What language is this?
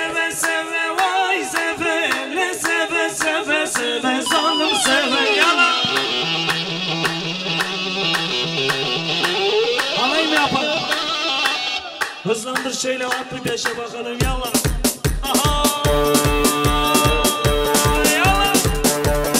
Turkish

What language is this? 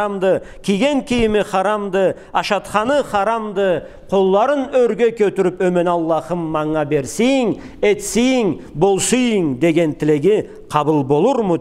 Karachay-Balkar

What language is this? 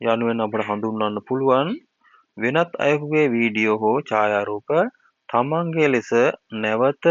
Sinhala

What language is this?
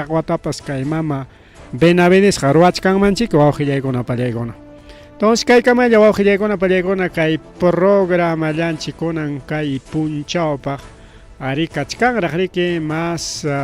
Ayacucho Quechua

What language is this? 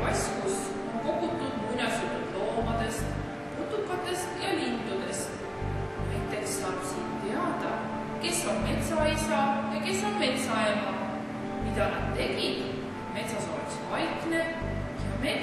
Estonian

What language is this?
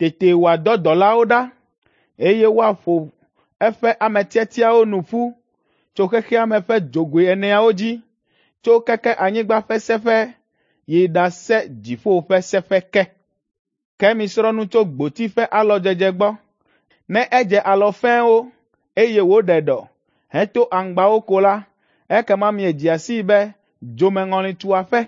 Ewe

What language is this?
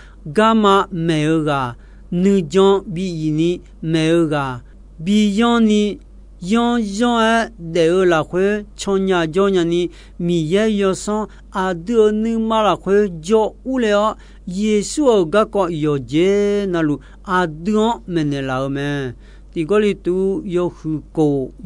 Akha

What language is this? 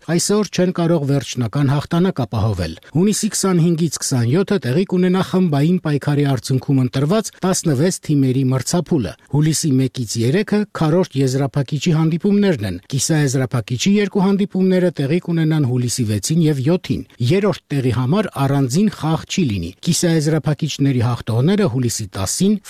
Armenian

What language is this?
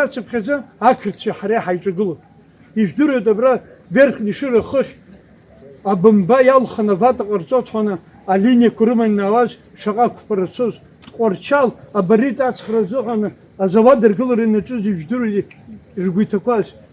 Abkhazian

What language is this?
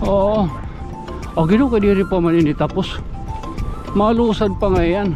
Waray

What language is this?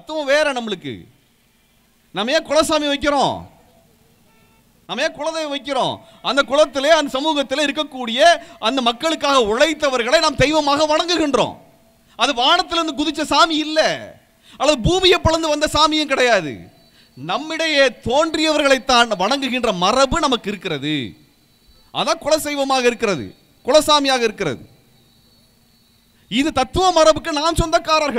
Tamil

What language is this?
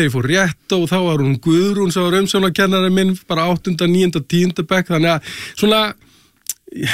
Icelandic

